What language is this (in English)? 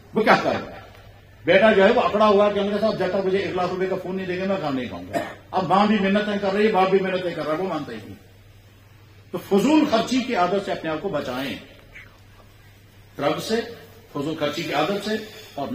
Urdu